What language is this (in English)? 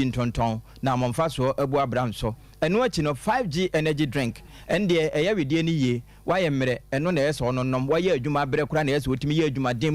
Akan